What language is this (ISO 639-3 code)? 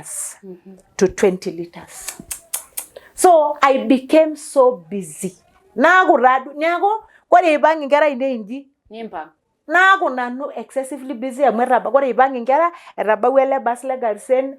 mas